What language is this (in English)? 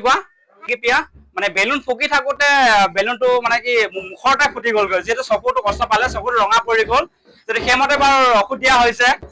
Assamese